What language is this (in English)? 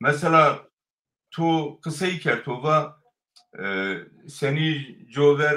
Zaza